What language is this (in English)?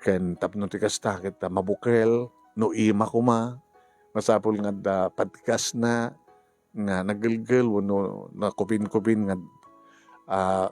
Iloko